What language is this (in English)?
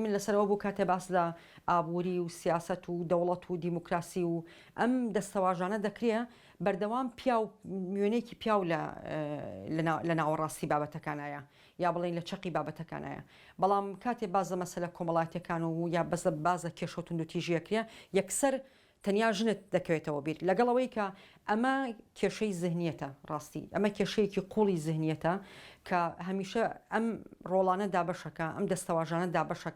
Central Kurdish